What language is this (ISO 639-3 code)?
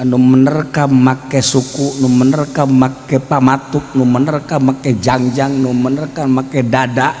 sun